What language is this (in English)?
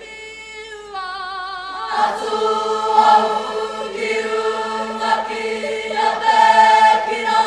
Māori